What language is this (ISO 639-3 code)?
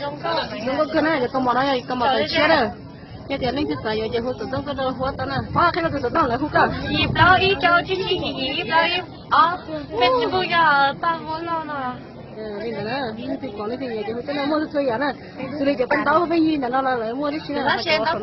hmn